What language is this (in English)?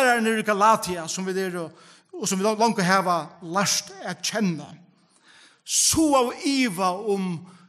Faroese